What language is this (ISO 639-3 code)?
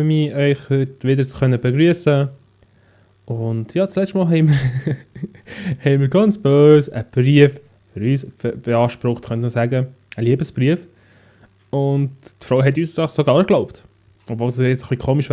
gsw